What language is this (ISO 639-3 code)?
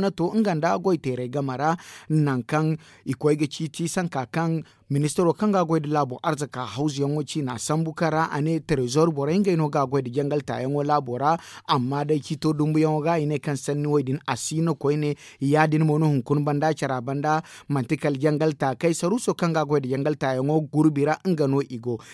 dje